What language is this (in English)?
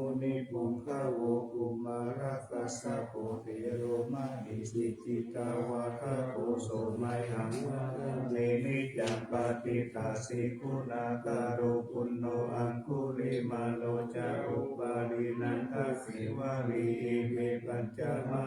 Pali